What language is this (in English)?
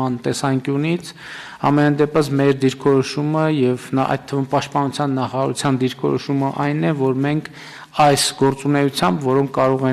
Armenian